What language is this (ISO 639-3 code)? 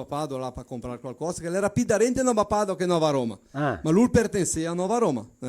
vec